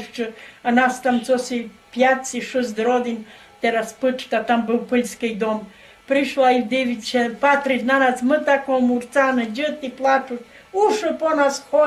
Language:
Rusyn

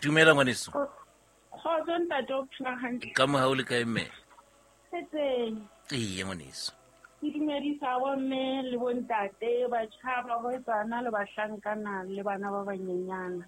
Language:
Southern Sotho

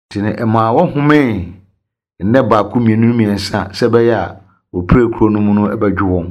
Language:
Akan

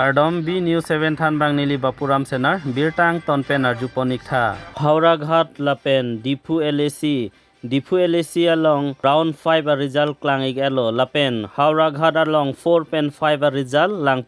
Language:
Karbi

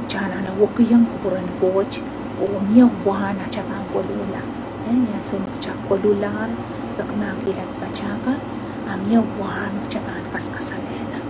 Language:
Pohnpeian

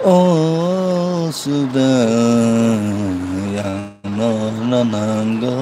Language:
Kok Borok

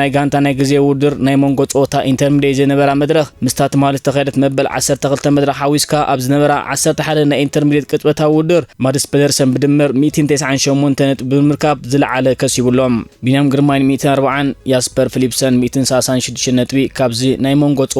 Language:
Tigrinya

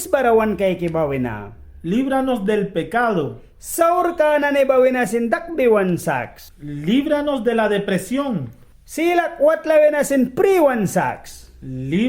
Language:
Mískito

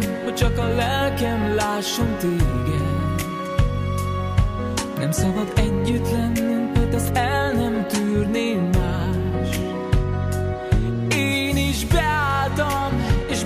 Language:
Hungarian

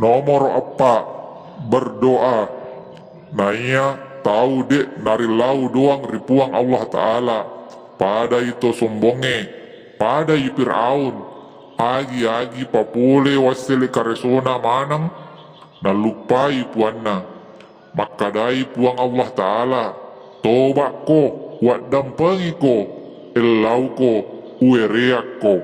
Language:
Buginese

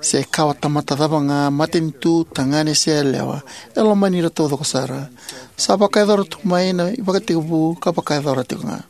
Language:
Fijian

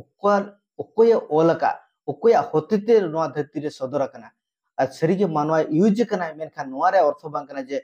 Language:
Santali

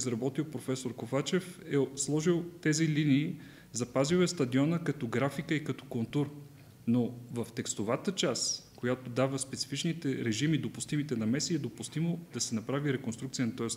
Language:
Bulgarian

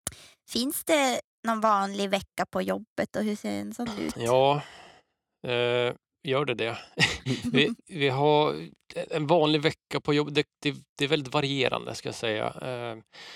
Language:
Swedish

